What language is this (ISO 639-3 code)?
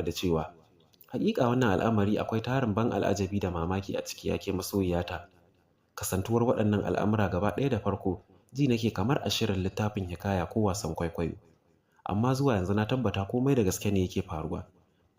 hau